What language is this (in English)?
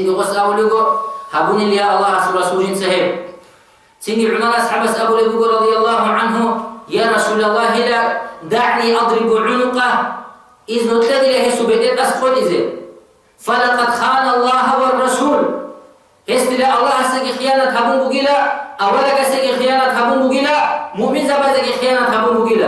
Avaric